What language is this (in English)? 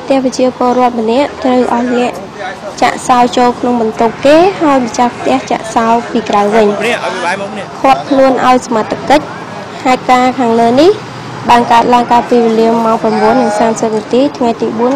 Khmer